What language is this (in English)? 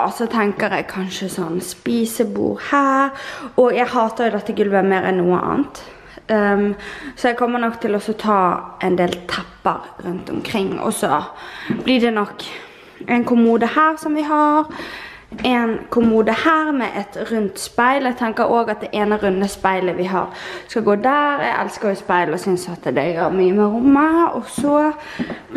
Norwegian